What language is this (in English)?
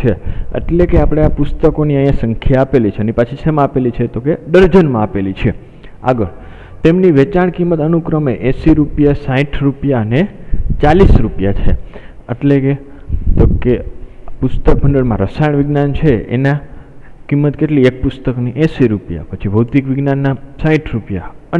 Gujarati